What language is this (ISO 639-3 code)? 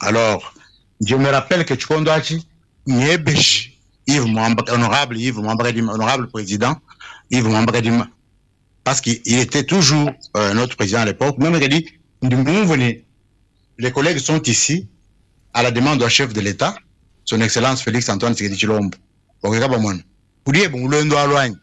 lua